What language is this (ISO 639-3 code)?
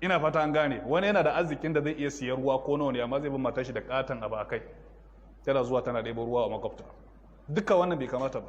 hau